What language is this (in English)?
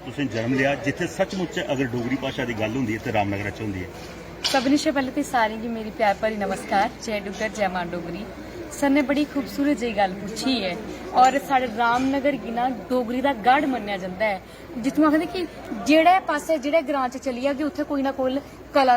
Dogri